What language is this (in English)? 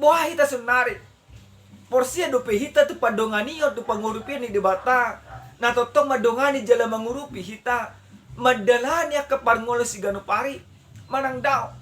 Batak Toba